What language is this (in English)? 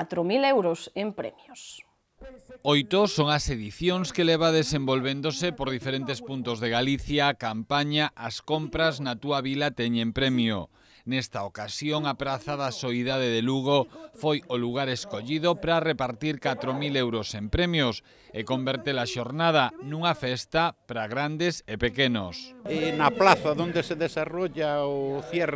Galician